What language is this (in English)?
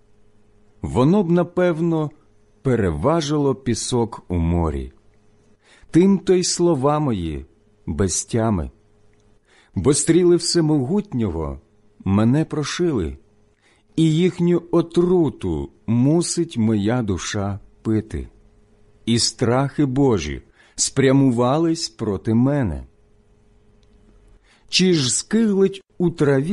Ukrainian